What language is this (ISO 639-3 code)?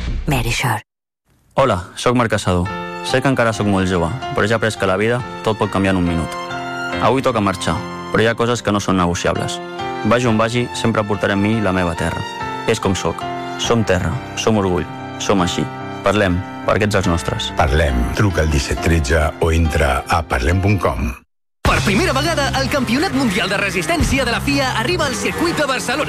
cat